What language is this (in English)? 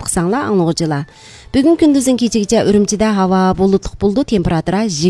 Uyghur